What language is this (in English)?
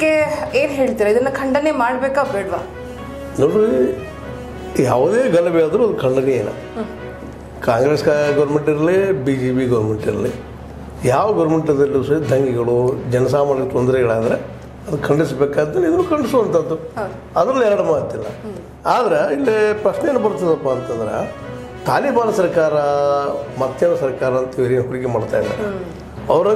Kannada